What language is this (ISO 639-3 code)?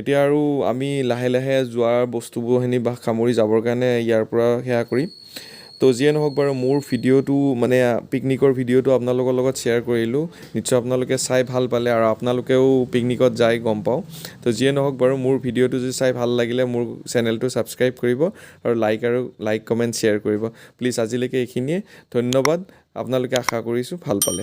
asm